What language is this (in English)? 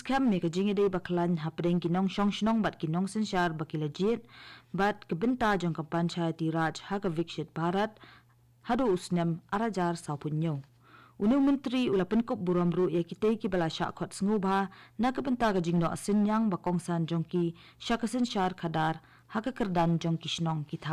Khasi